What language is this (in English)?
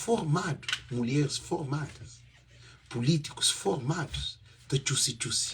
Kabuverdianu